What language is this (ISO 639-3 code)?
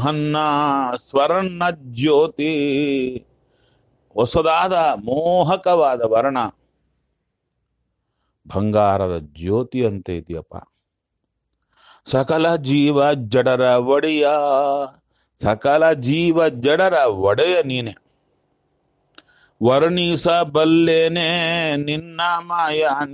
kan